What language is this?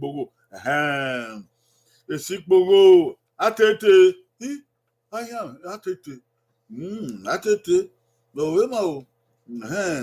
Bini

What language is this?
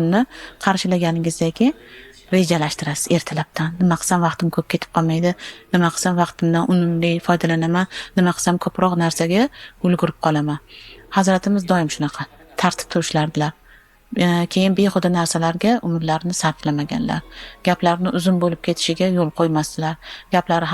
Uzbek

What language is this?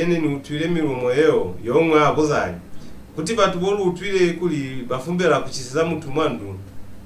Lozi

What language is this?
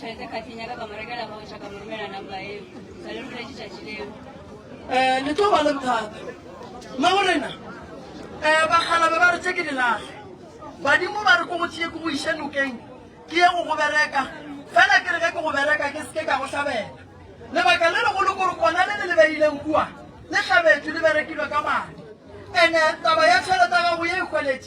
Northern Sotho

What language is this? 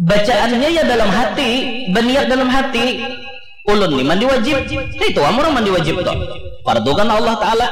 Banjar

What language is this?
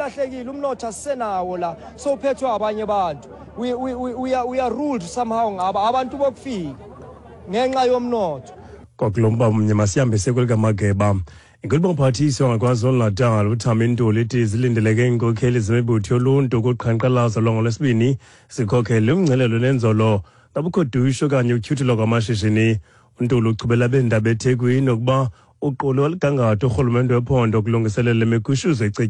Xhosa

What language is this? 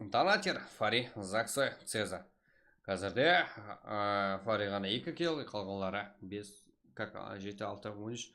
Kara-Kalpak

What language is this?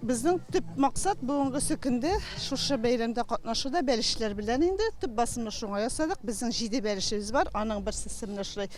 Tatar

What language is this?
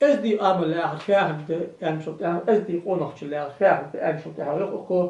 Ingush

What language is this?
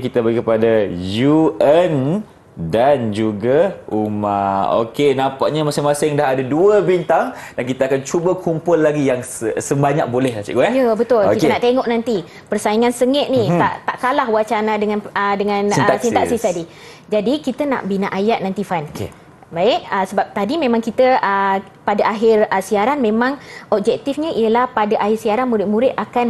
Malay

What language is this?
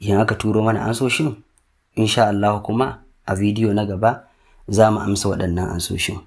Hausa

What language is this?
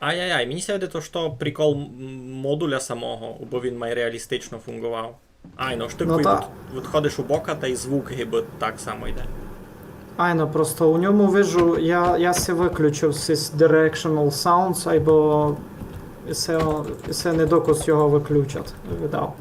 Rusyn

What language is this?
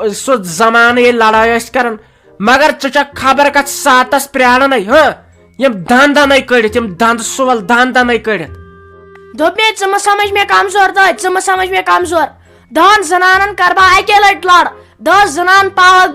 Kashmiri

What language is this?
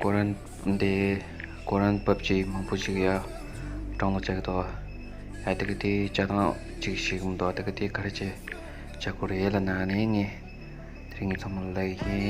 Tibetan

